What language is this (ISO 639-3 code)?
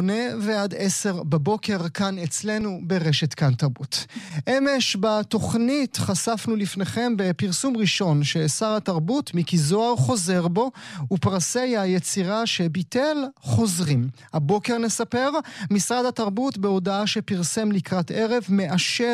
heb